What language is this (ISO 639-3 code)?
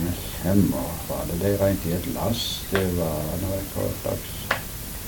nor